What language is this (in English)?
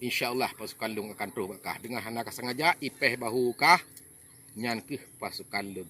Achinese